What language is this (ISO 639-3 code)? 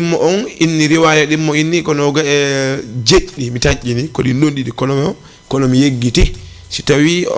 ful